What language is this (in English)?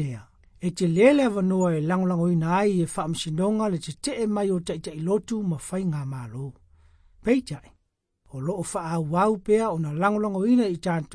Samoan